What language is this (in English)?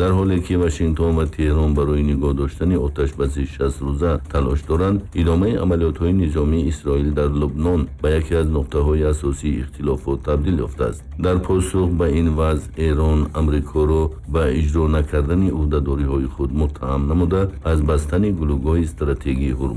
Tajik